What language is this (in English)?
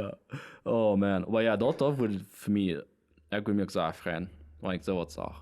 Plautdietsch